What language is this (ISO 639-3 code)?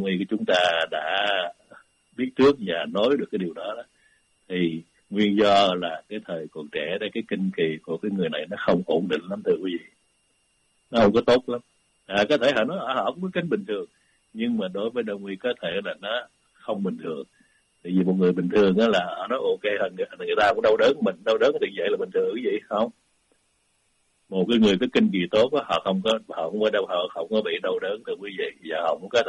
vie